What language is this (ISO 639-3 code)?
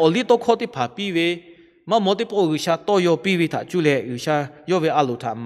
lhu